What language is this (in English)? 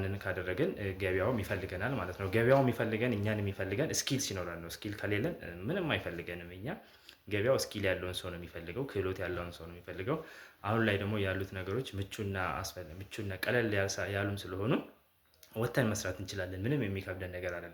Amharic